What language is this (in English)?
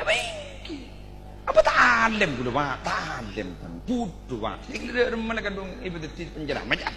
Madurese